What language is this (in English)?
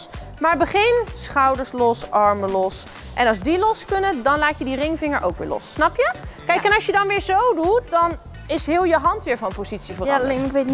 Dutch